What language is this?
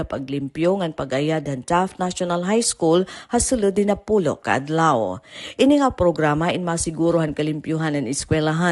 Waray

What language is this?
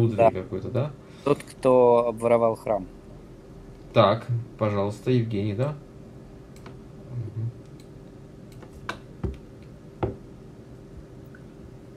Russian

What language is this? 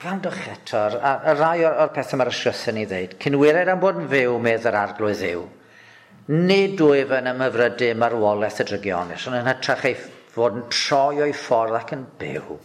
Welsh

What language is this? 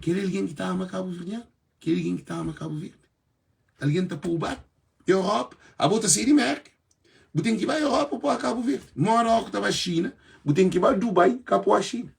Kabuverdianu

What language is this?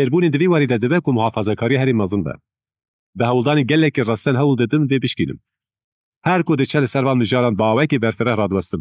Kurdish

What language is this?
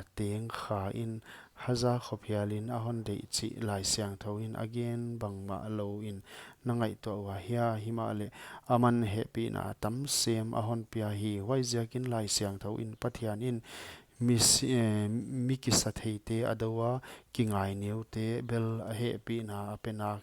Paite Chin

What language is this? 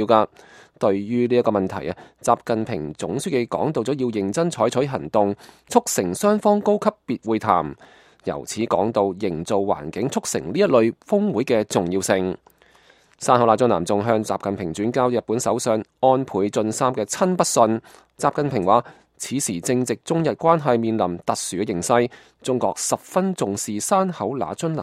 Cantonese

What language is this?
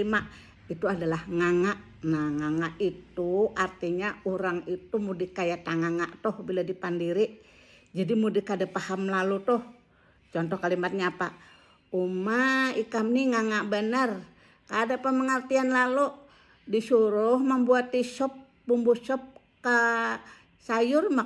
Banjar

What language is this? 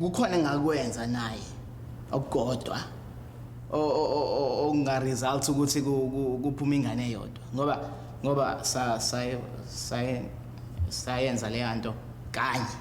Zulu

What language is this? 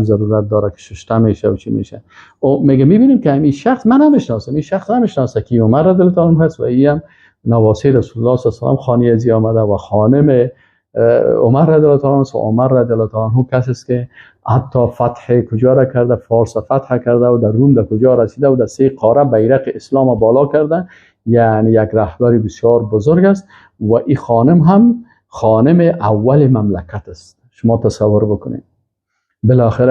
Persian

